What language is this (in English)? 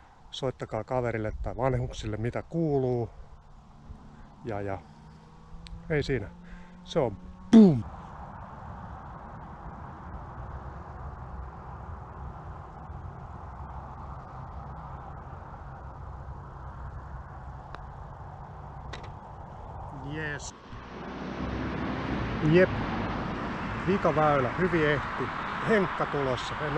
Finnish